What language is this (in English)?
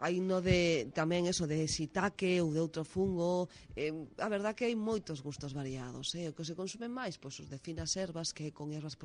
Galician